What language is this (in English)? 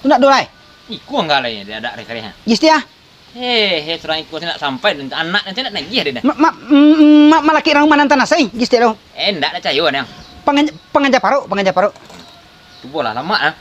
Minangkabau